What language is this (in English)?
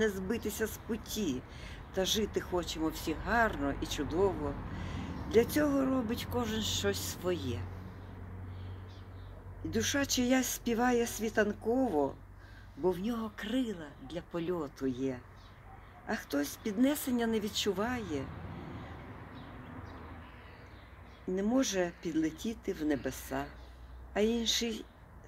Ukrainian